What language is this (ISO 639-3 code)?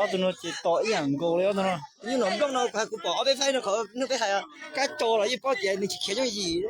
hmn